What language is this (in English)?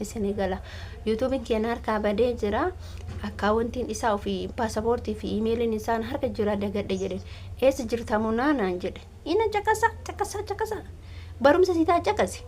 Oromo